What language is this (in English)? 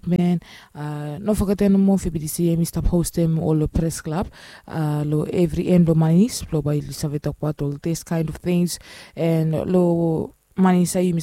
Bislama